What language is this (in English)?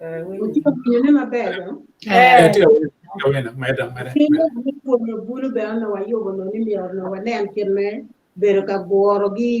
Acoli